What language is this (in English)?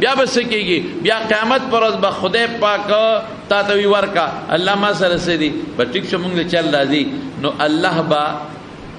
Pashto